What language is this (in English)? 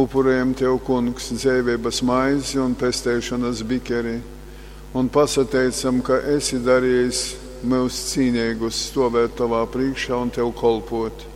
Latgalian